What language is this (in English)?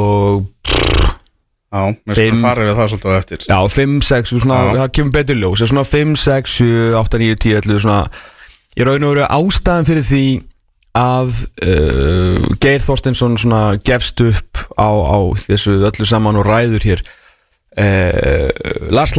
Icelandic